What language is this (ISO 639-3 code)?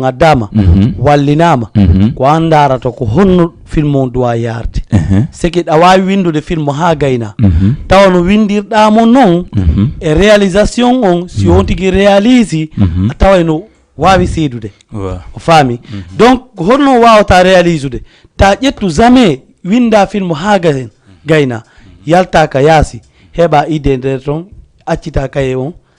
ful